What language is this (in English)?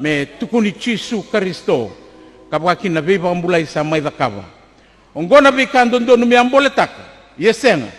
Fijian